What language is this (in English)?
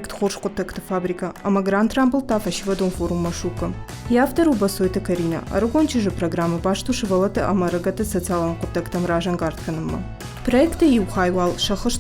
Ossetic